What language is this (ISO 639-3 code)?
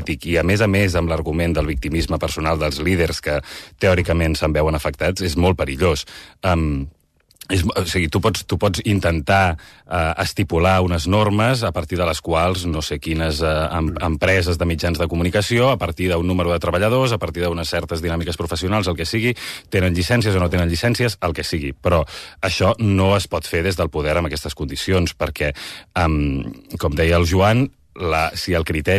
cat